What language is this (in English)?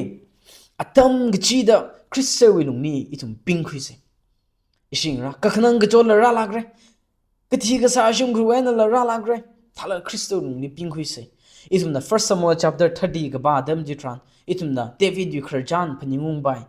Tangkhul Naga (India)